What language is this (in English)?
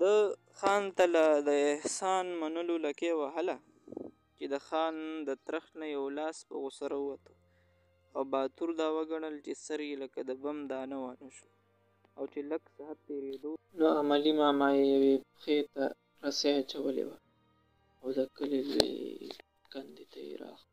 Pashto